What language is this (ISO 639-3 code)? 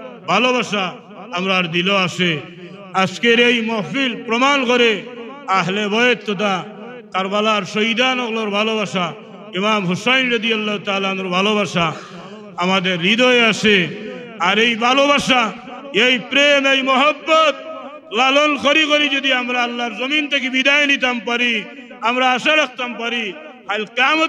syl